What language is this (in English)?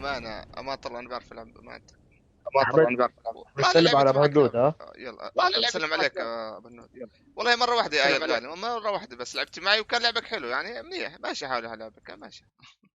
North Levantine Arabic